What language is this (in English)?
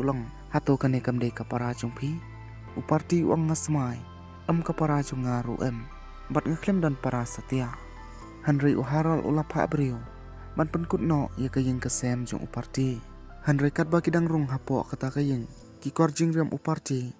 Khasi